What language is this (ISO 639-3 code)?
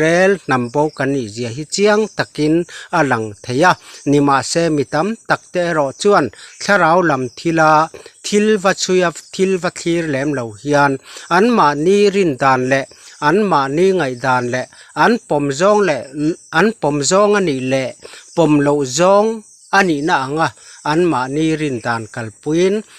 lus